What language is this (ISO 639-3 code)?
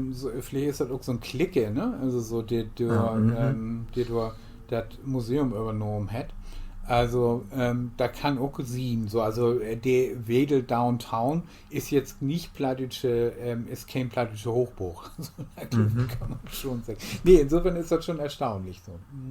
nds